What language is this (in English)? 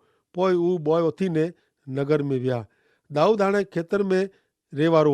Kachhi